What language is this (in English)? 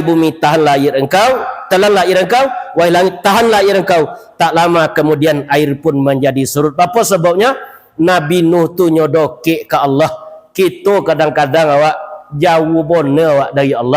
Minangkabau